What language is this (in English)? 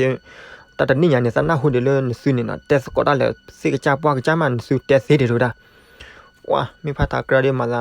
S'gaw Karen